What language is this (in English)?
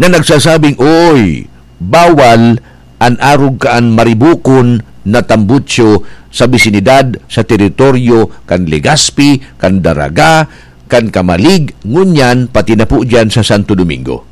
Bikol